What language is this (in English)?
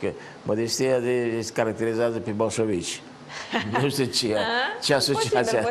Romanian